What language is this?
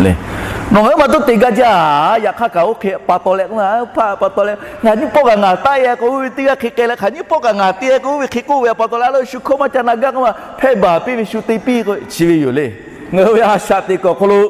Lahu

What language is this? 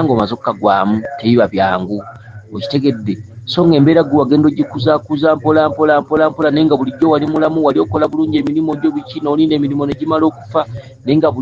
Ganda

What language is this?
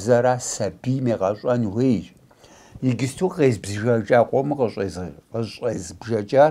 Kabardian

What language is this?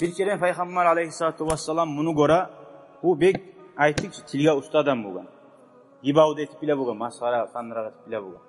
Kumyk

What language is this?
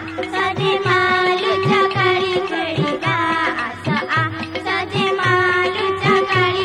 Odia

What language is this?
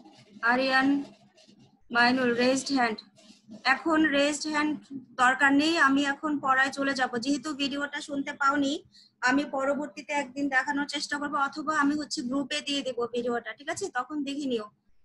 Bangla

